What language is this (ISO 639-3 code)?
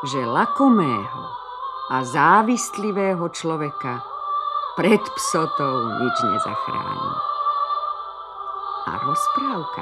slk